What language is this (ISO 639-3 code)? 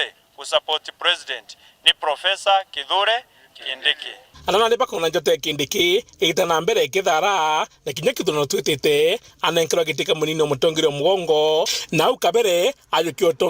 mer